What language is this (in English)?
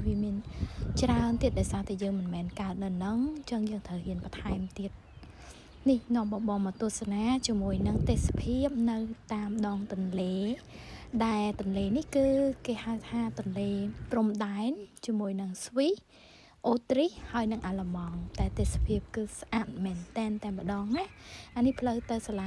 Khmer